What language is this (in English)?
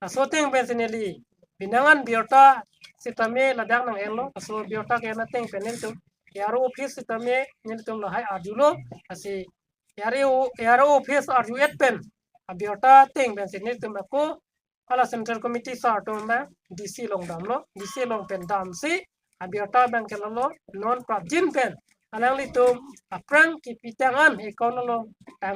Karbi